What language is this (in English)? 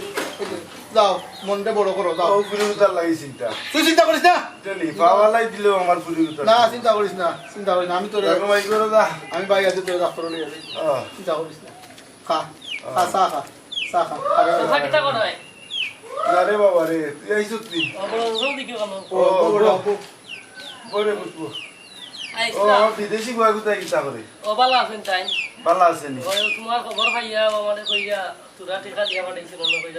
Sylheti